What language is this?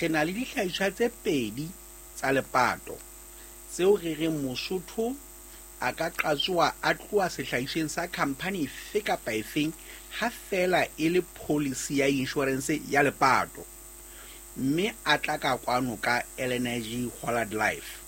Southern Sotho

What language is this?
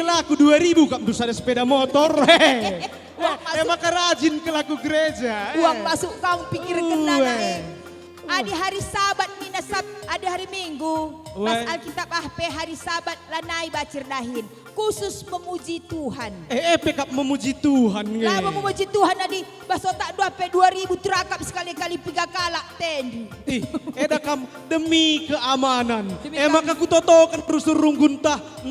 Batak Karo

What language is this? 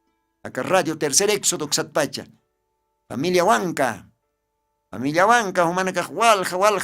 Aymara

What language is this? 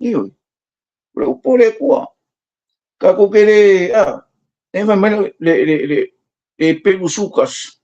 Samoan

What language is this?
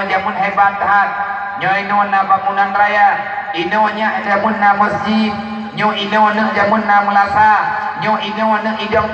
Achinese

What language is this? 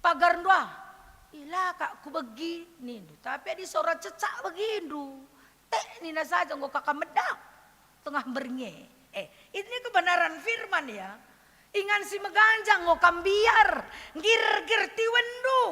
Batak Karo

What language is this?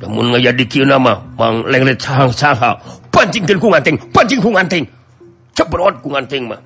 Sundanese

